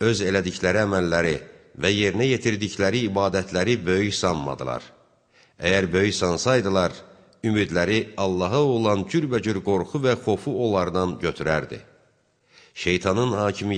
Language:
Azerbaijani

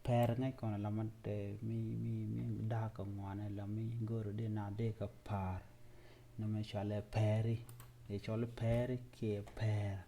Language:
Nuer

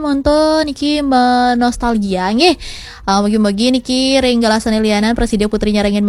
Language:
Balinese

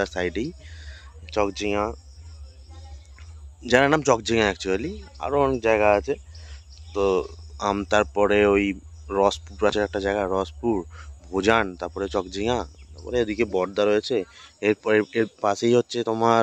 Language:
Bangla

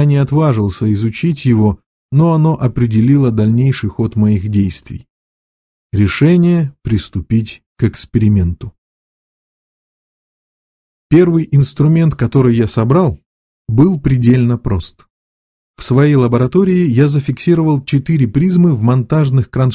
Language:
Russian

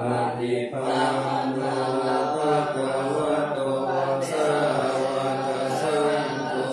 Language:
Pali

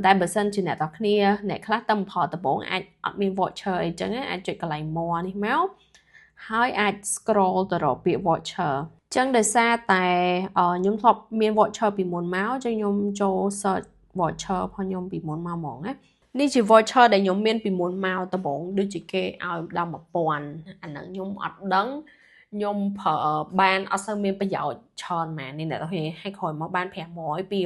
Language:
Khmer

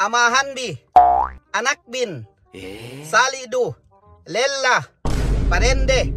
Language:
Yakan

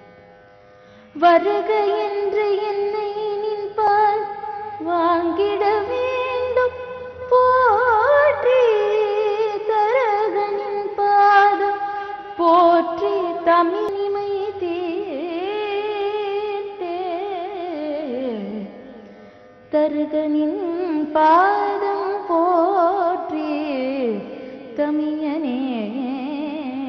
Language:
Tamil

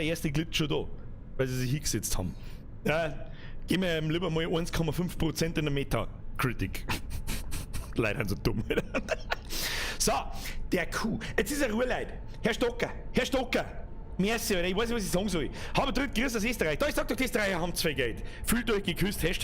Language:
Bavarian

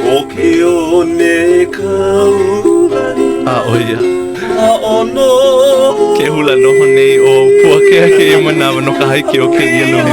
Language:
Hawaiian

